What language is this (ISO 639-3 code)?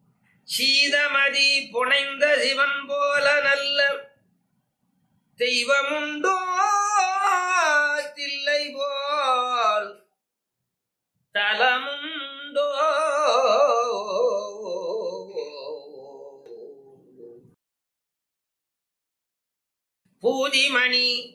tam